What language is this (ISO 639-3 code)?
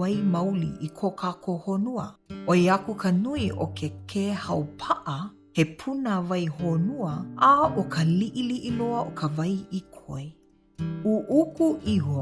haw